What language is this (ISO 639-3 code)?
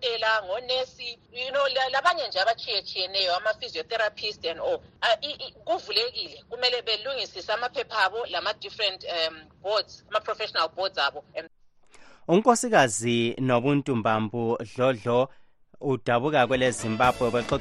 nde